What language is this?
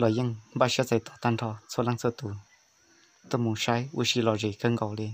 Hmong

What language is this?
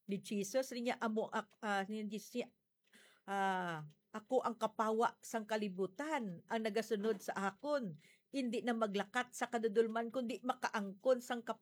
Hiligaynon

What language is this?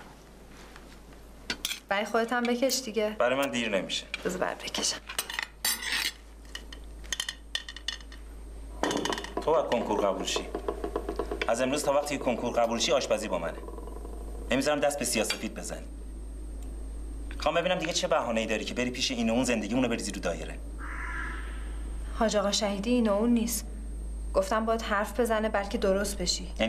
Persian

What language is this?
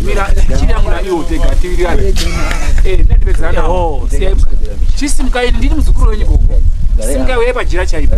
Shona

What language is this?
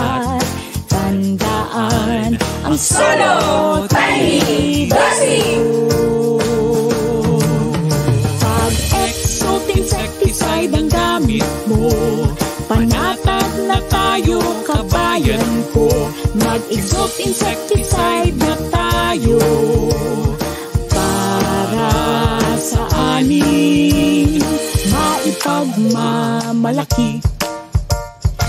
Filipino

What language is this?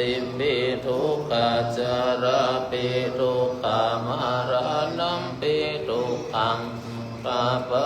Pali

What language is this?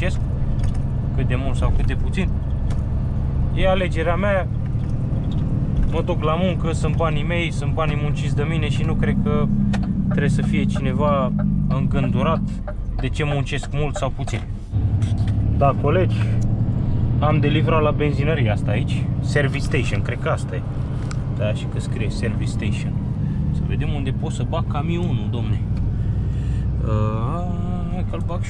Romanian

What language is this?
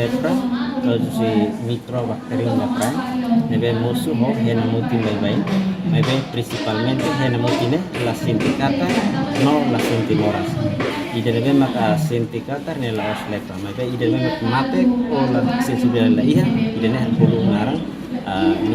Tetum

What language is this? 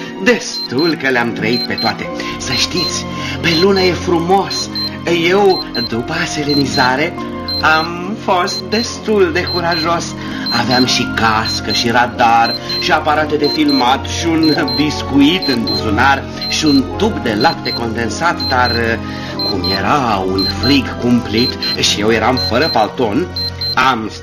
Romanian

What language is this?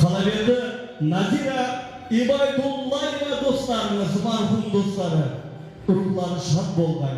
Kara-Kalpak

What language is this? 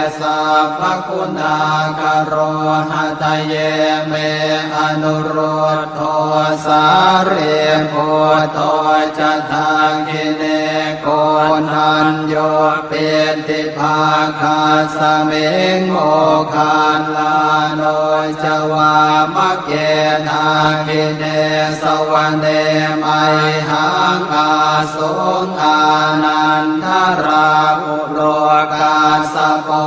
Pali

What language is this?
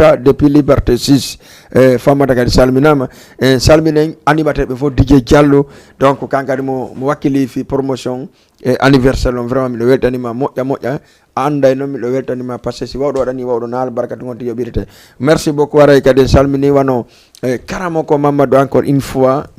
Fula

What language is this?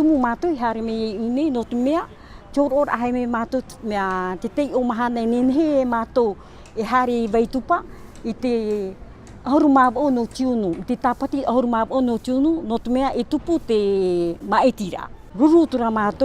Tahitian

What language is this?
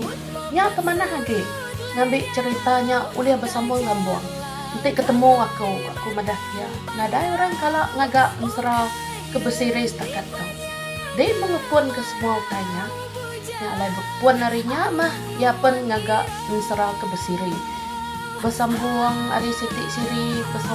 Iban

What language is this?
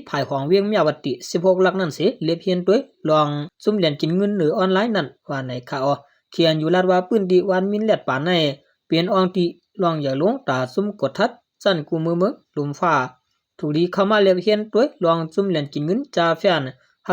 Shan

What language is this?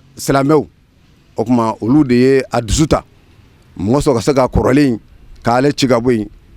Bambara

